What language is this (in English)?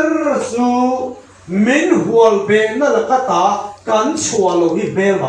Mizo